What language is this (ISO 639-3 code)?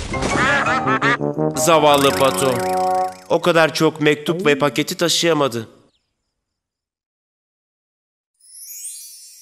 tur